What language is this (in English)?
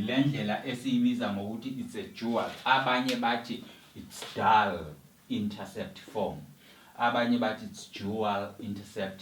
Zulu